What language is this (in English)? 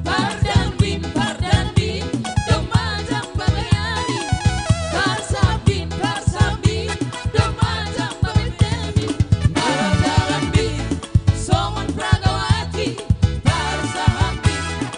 Batak Simalungun